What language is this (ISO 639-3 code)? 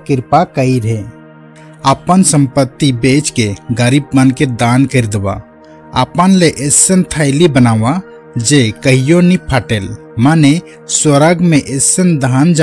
sck